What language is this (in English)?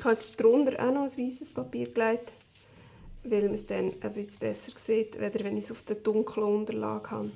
Swiss German